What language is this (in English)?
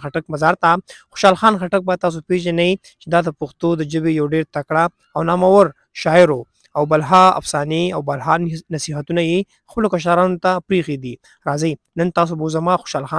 Pashto